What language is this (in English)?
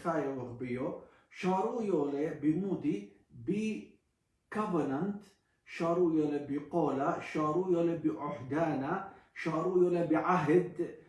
Assyrian Neo-Aramaic